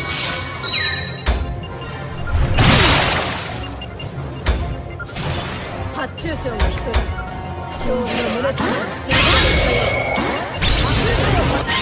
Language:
Japanese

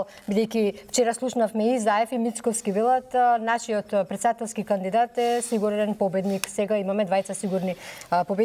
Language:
Macedonian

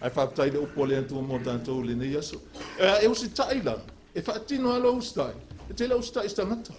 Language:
Samoan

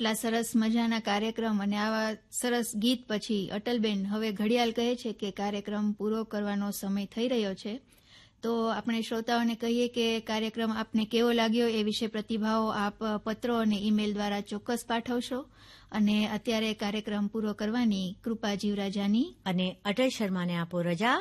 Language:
Gujarati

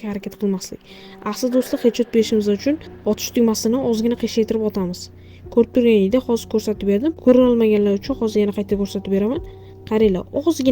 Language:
Uzbek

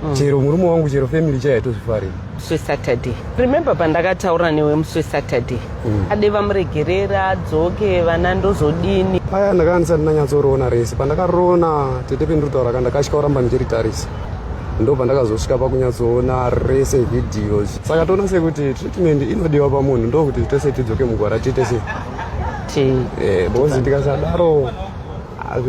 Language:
Shona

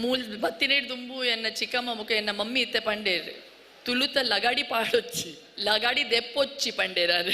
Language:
Tulu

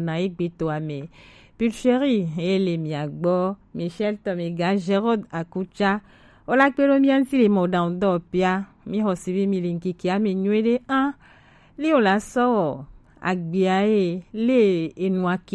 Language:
Gen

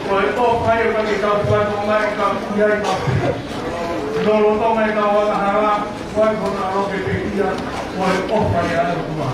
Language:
Tongan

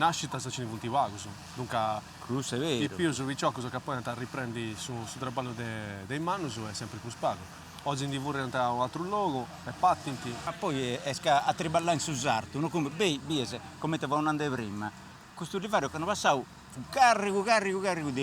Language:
Sardinian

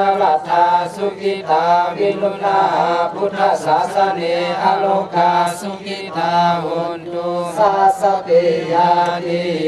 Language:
Pali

